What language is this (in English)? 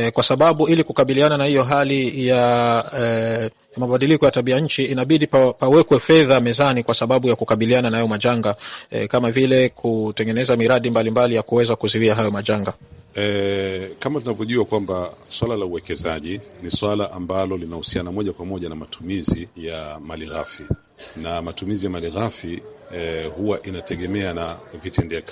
Swahili